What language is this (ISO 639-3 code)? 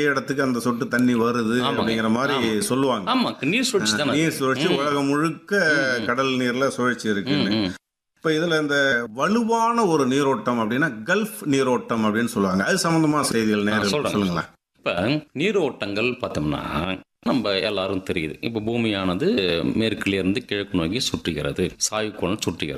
tam